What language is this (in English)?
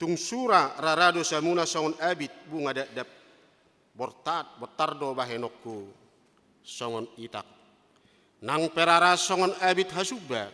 Batak Toba